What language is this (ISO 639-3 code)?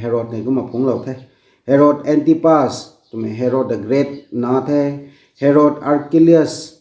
nbu